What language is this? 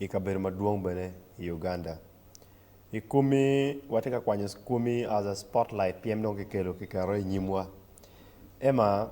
Acoli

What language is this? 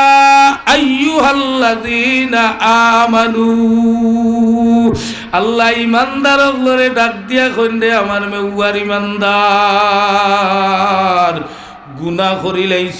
Sylheti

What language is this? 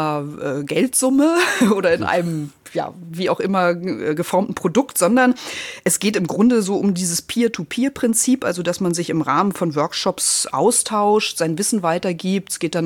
German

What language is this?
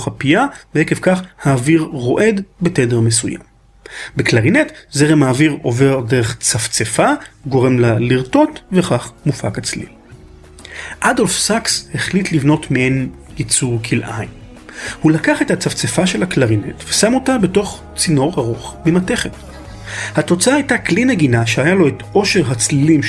Hebrew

